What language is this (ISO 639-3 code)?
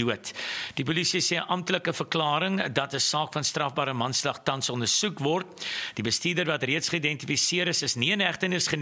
afr